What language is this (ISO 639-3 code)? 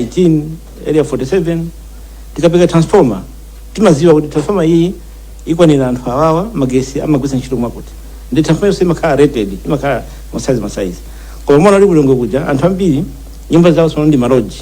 nya